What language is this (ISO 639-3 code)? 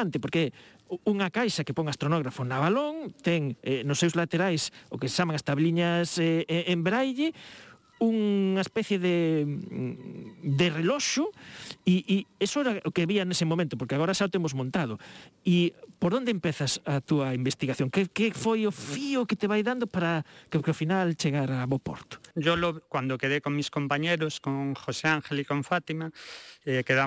glg